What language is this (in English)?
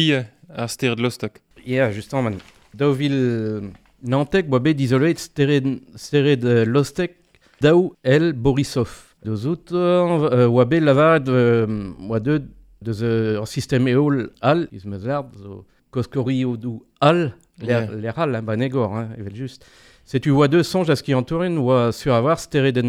Breton